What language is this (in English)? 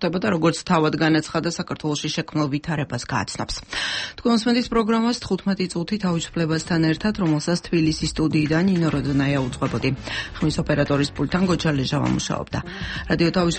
Georgian